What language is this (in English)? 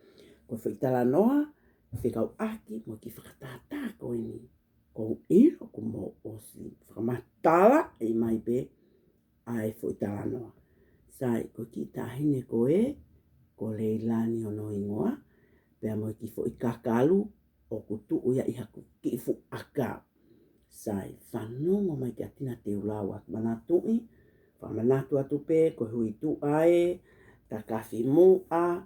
Tongan